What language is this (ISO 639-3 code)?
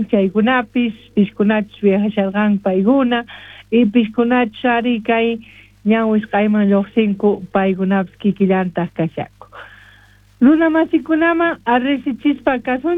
quh